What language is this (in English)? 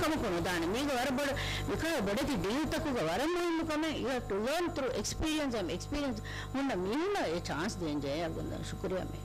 Divehi